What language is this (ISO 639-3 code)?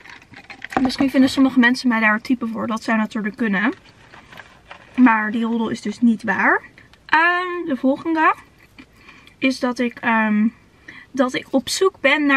nld